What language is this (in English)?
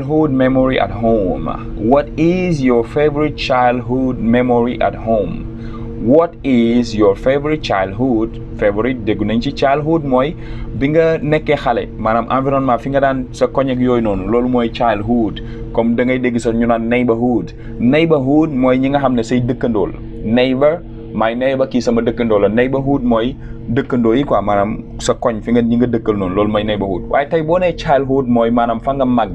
Wolof